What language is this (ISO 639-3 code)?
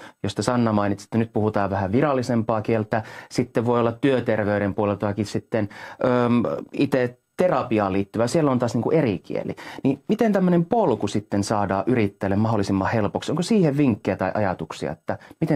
fin